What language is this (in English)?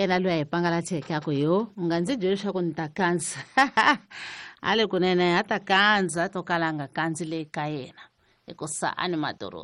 Tsonga